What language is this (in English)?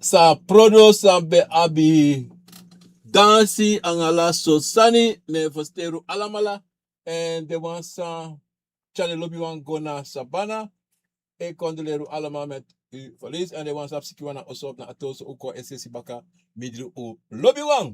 Sranan Tongo